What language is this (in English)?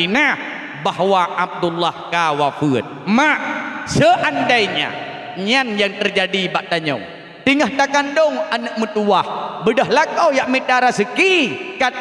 Achinese